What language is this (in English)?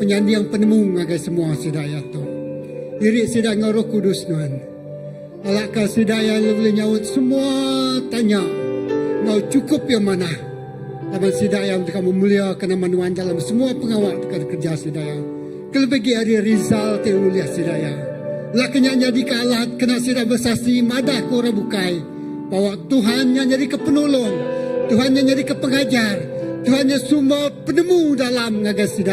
Iban